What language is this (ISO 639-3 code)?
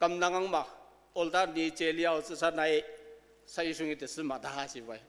njo